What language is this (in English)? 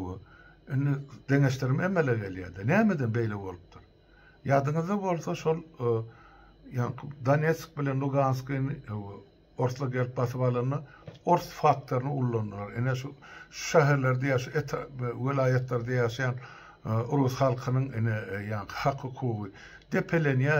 Turkmen